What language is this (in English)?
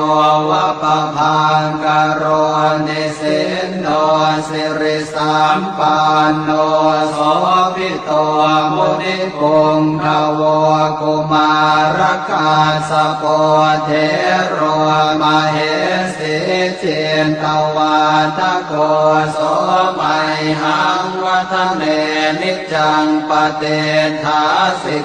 Pali